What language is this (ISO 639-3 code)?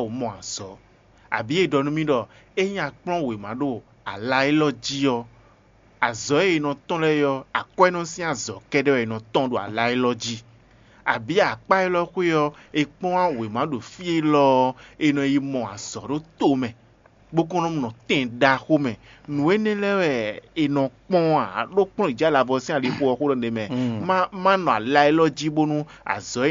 fon